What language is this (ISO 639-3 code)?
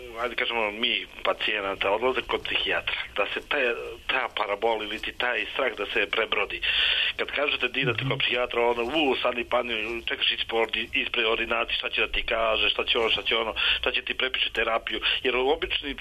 srp